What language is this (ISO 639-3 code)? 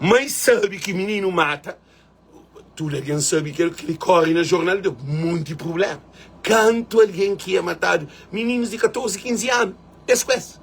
kea